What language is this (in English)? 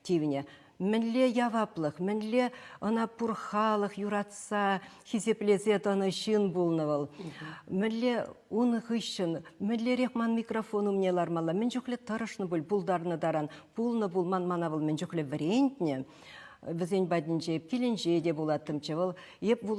Chuvash